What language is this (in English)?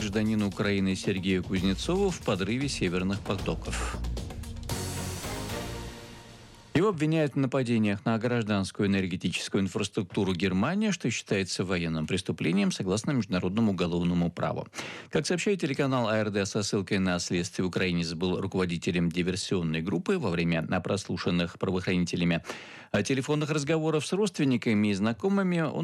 Russian